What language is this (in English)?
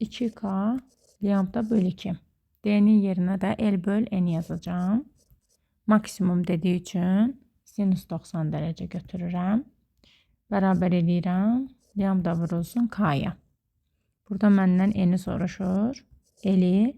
Azerbaijani